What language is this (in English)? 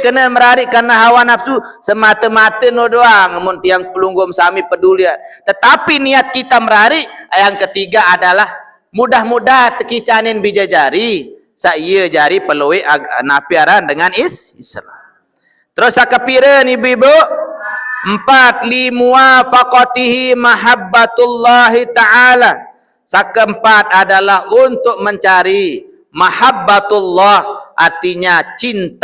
Sasak